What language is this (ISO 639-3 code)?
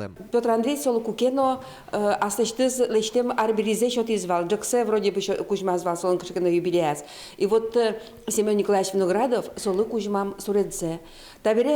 udm